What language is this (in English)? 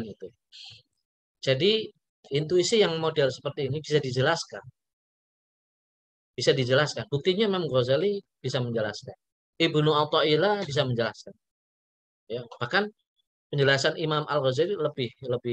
Indonesian